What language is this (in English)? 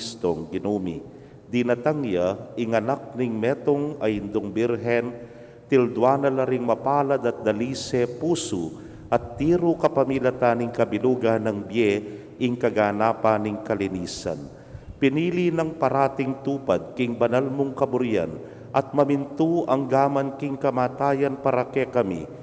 Pampanga